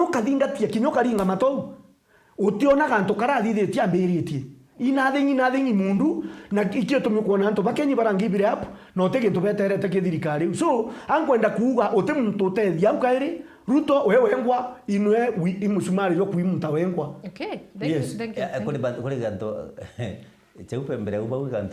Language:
Meru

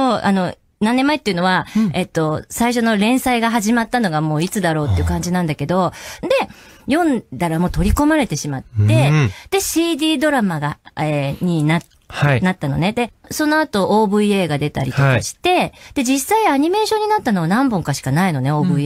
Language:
Japanese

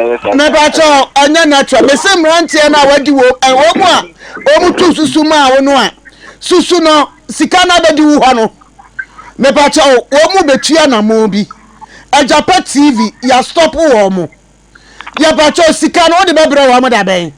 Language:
Akan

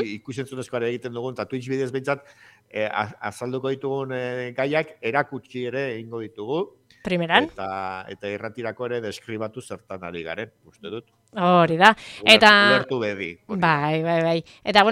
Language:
Basque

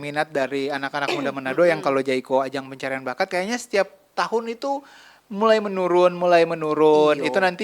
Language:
Manado Malay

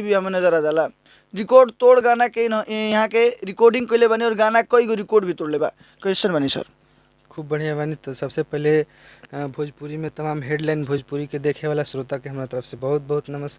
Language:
Bhojpuri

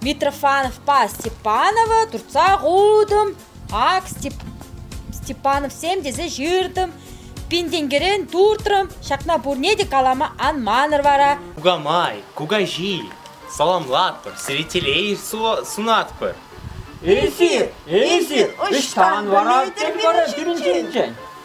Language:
Chuvash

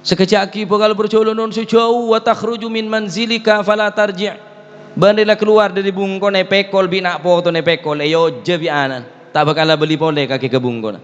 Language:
Madurese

